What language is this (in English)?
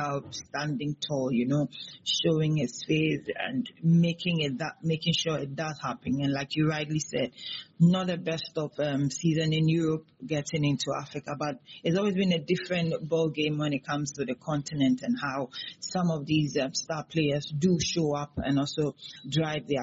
English